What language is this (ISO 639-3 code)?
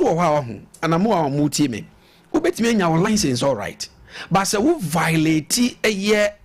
aka